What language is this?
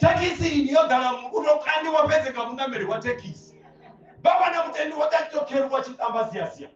Venda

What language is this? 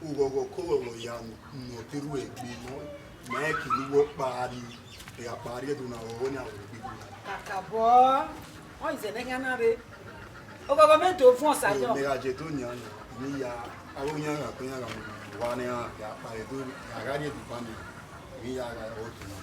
Bini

